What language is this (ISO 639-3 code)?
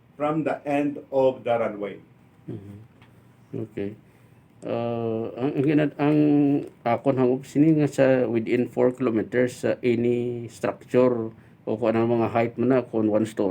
hil